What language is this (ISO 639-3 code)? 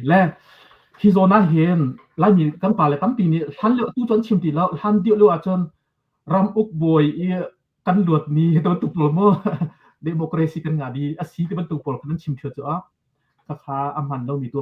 cnh